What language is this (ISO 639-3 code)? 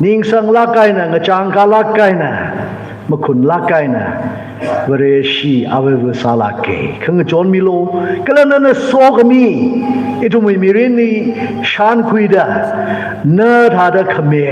nmf